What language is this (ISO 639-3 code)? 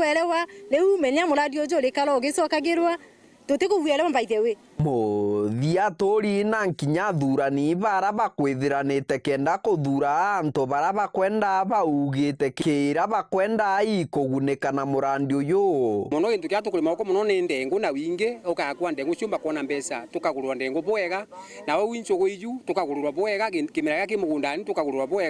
mer